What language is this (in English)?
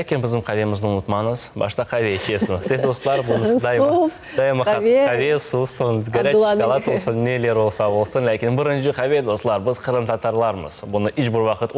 Crimean Tatar